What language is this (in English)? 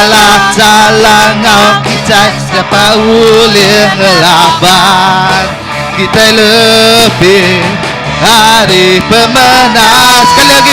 Iban